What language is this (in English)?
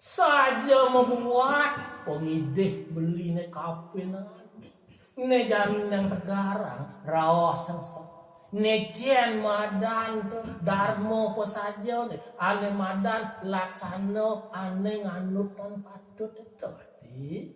Balinese